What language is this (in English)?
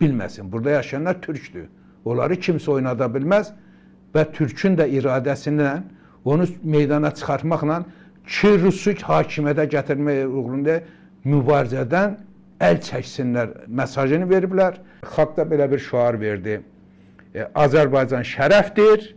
Azerbaijani